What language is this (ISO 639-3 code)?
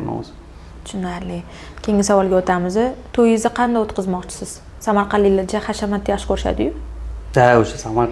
uzb